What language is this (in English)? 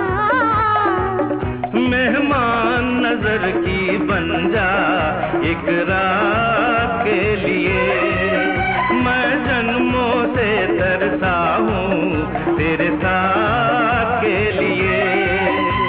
Hindi